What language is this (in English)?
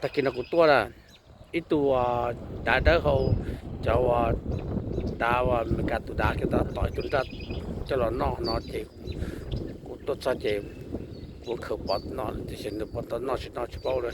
Hmong